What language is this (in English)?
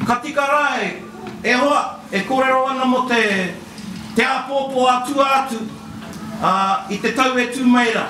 Māori